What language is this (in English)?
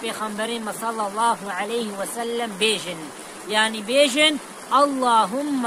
Kurdish